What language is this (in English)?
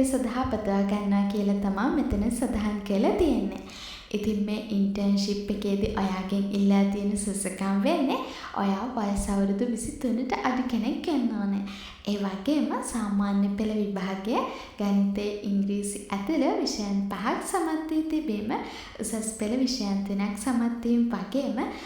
Sinhala